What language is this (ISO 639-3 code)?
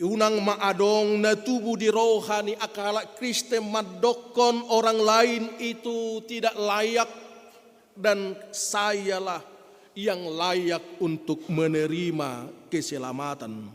bbc